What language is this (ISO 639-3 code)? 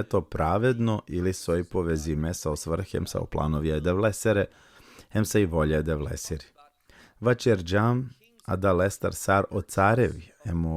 rmn